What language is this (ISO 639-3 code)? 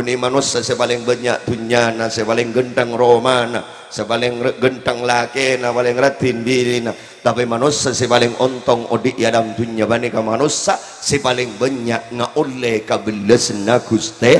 mad